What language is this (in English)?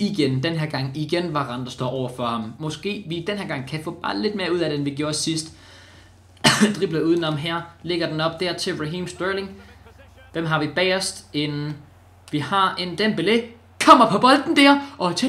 Danish